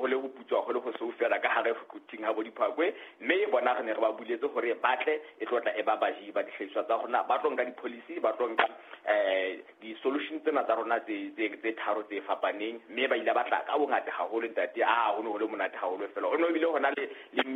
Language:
Southern Sotho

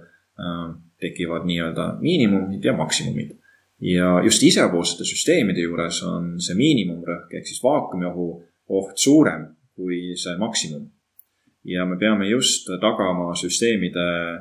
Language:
Estonian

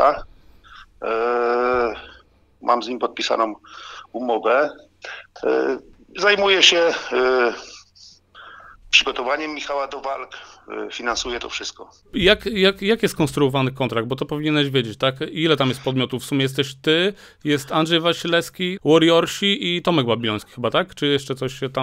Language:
Polish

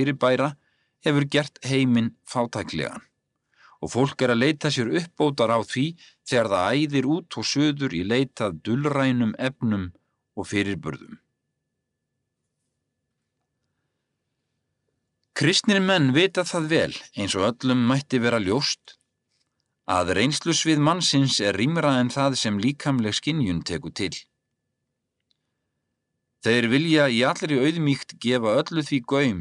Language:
Icelandic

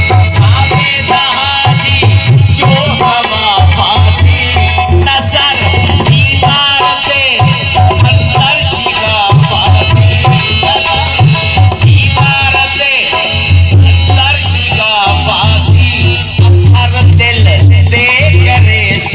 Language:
Saraiki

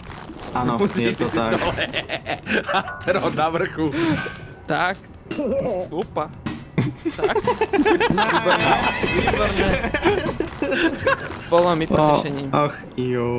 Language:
Slovak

